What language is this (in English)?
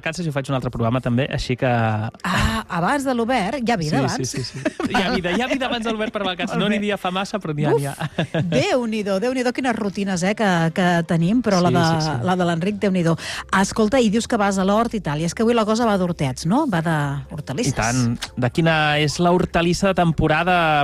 Catalan